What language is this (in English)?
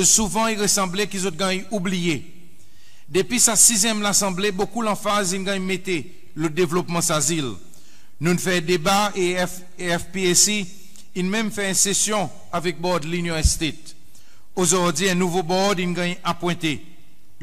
Seselwa Creole French